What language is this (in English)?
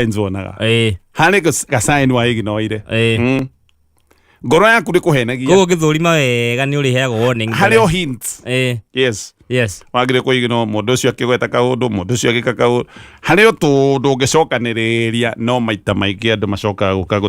Kikuyu